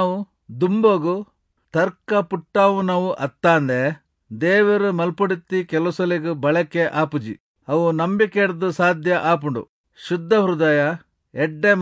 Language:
Tulu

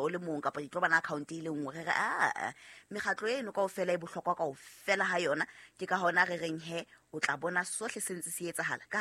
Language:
Southern Sotho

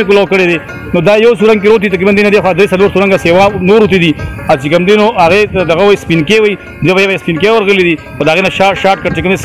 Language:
Pashto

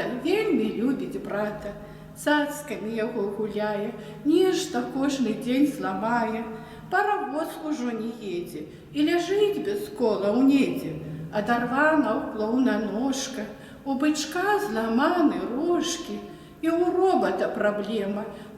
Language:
Belarusian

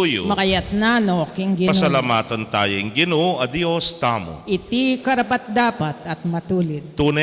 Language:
Pampanga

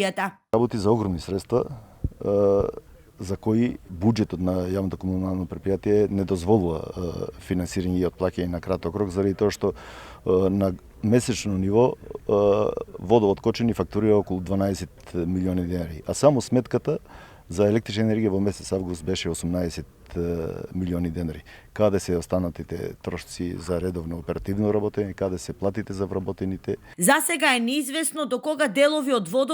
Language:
Macedonian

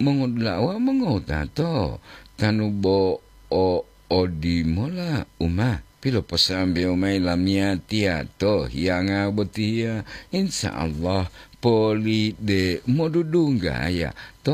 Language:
Gorontalo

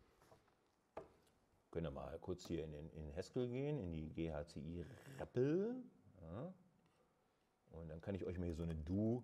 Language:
German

